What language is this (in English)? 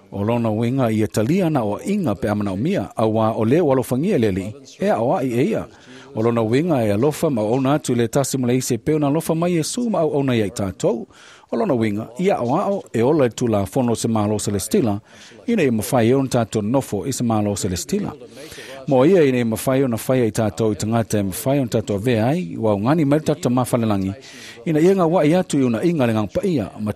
Samoan